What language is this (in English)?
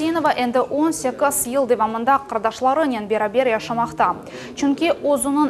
Crimean Tatar